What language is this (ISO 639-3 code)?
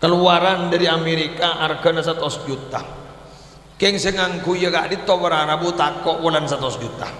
mad